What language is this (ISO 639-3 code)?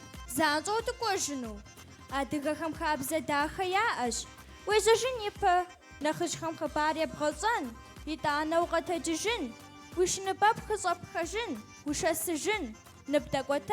kbd